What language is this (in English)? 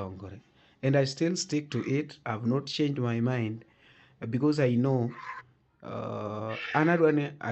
Luo (Kenya and Tanzania)